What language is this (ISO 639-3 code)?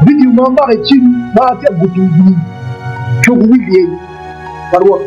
ach